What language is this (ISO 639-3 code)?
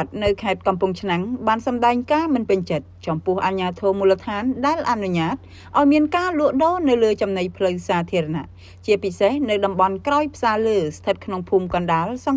khm